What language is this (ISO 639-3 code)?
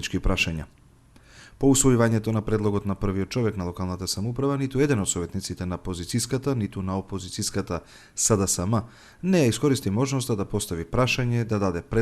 mkd